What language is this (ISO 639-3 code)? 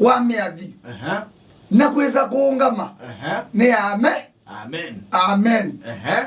kam